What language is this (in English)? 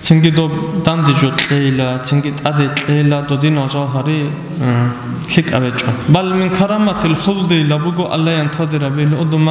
Avaric